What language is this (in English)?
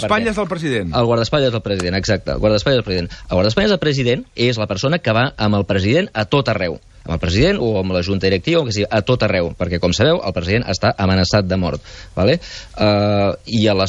Catalan